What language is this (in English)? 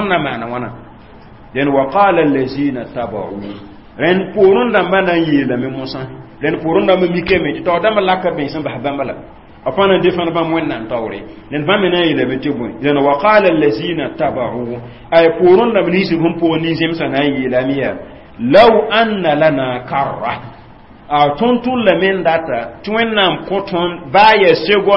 Mossi